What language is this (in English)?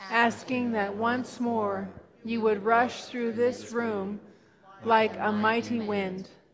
English